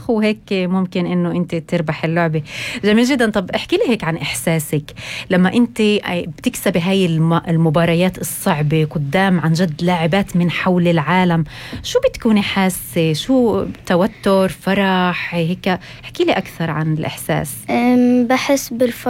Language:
North Levantine Arabic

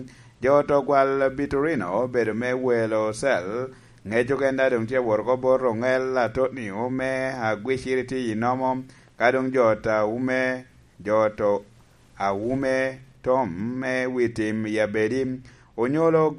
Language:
Lango (Uganda)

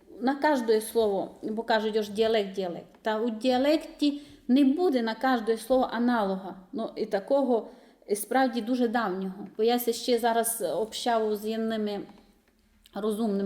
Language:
Rusyn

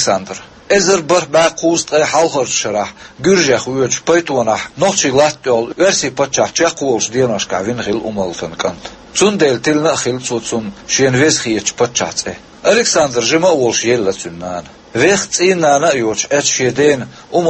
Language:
Chechen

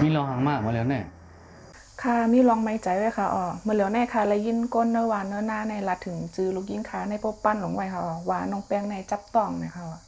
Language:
Shan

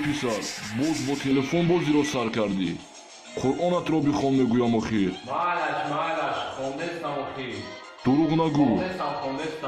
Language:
Tajik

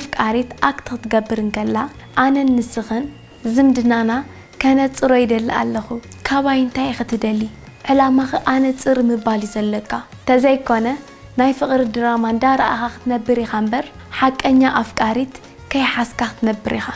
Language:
Tigrinya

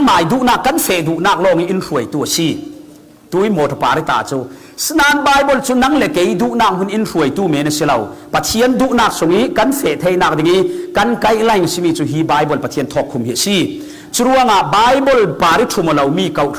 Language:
Falam Chin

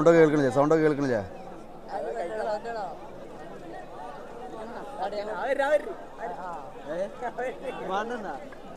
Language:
Malayalam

